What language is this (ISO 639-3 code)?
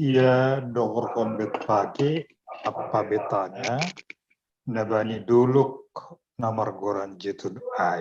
bts